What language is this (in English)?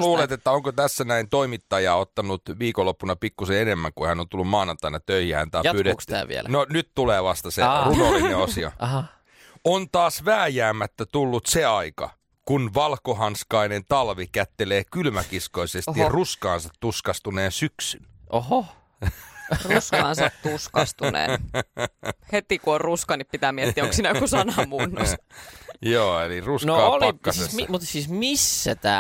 Finnish